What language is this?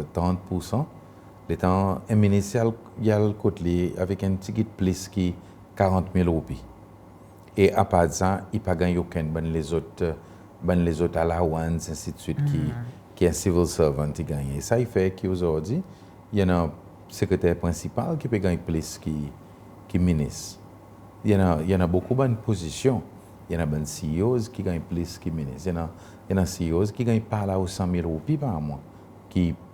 Seselwa Creole French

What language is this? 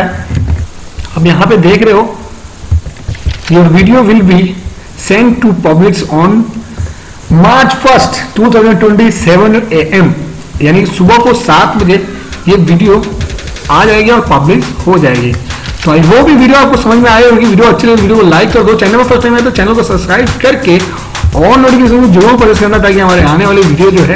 Hindi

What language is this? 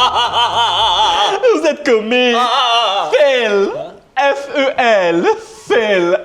Morisyen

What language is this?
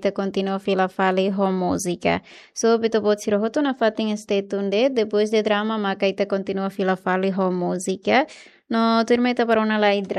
Tetum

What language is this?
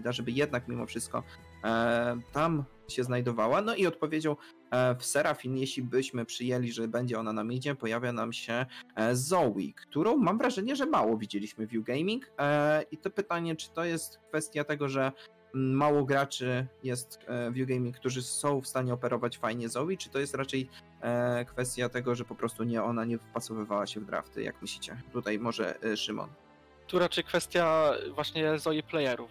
Polish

